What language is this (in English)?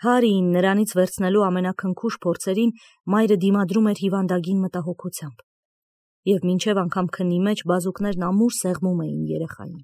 Armenian